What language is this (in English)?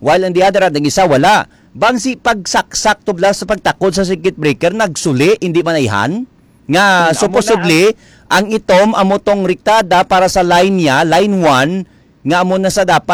Hiligaynon